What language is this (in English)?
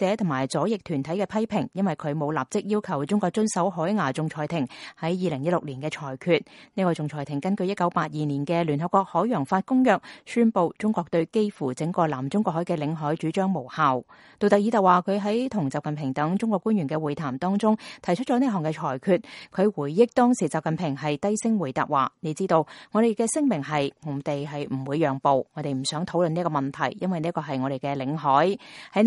Cantonese